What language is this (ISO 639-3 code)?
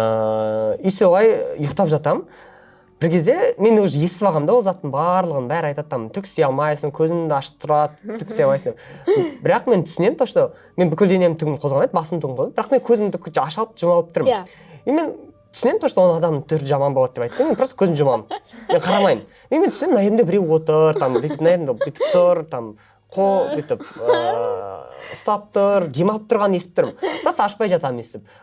kaz